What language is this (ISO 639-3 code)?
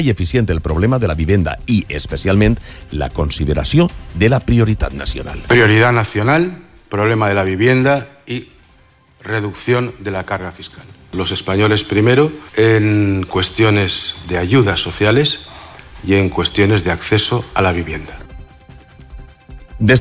cat